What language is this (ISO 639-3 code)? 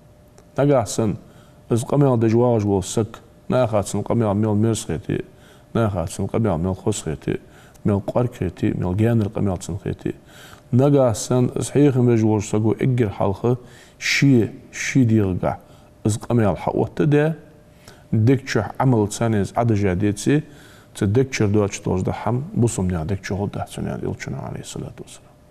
inh